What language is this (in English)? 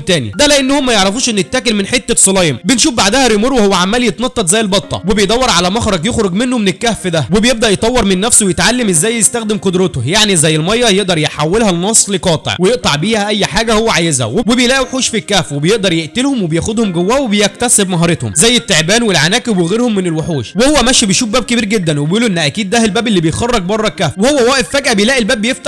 Egyptian Arabic